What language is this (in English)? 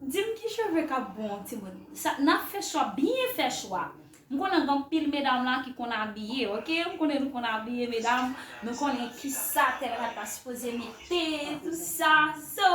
Haitian Creole